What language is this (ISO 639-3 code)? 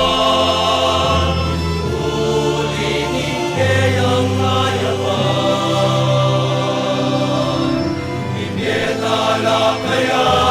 pam